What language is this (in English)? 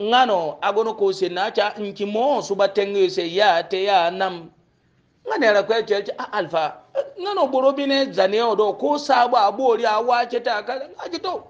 Hausa